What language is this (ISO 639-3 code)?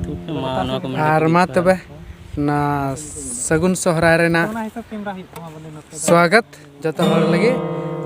sat